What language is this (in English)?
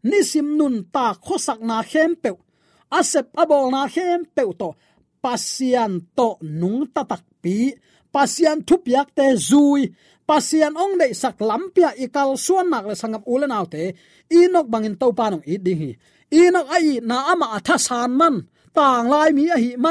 Tedim Chin